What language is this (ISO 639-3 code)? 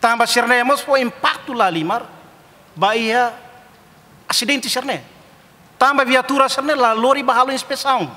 tet